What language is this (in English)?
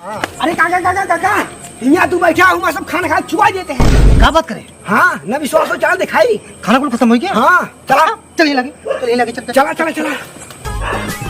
Awadhi